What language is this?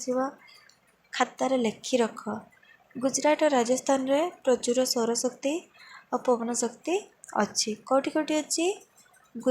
Odia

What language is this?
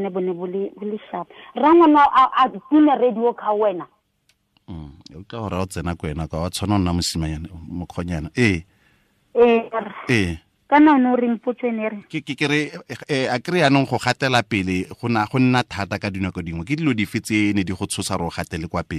Tswana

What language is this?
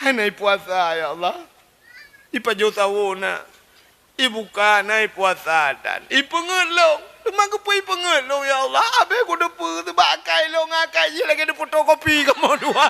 Achinese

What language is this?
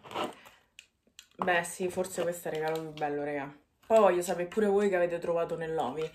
Italian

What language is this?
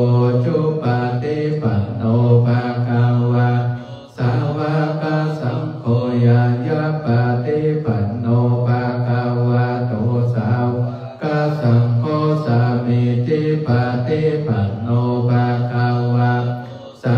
Pali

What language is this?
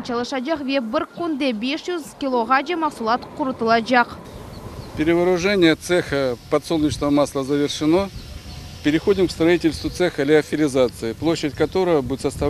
Crimean Tatar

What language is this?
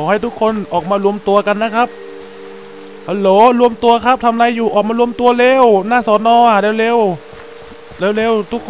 Thai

